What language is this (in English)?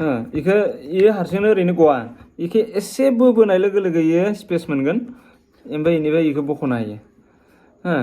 Bodo